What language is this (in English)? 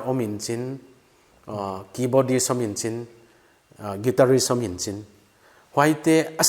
Paite Chin